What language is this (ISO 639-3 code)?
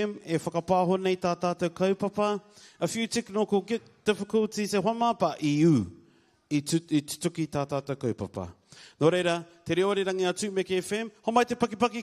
mri